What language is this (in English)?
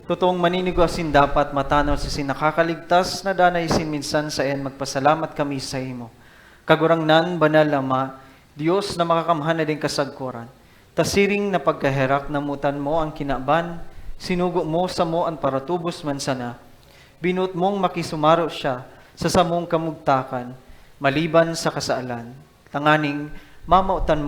Bikol